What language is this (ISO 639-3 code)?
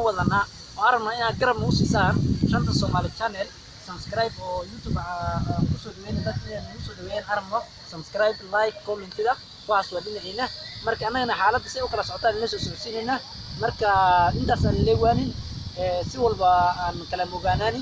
som